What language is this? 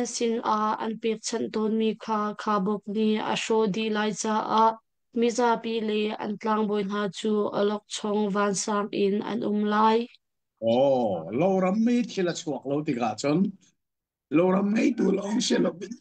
Hakha Chin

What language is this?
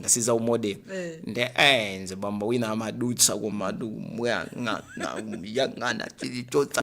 Nyanja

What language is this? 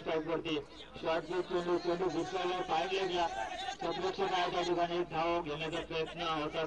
Marathi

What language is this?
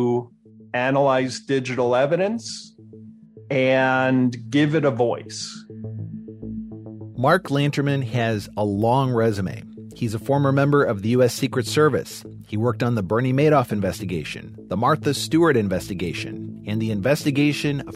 English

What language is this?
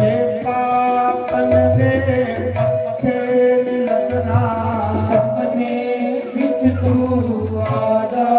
Dogri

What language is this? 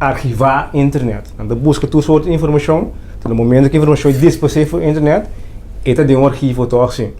Papiamento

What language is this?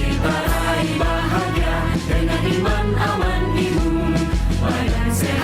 Musi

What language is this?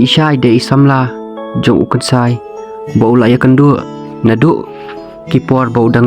Khasi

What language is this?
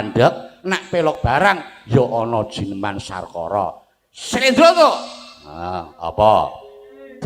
Javanese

